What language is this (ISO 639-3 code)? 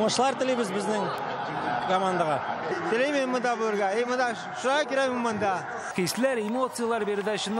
tat